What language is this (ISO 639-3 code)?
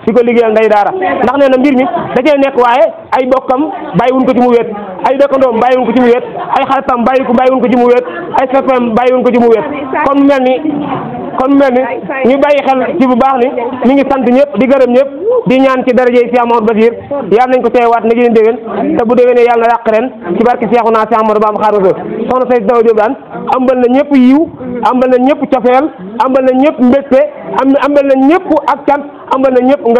wol